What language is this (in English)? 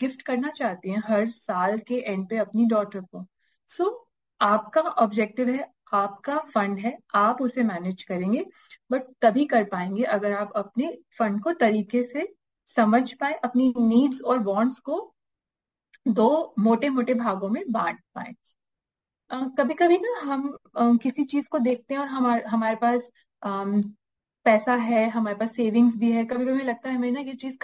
Hindi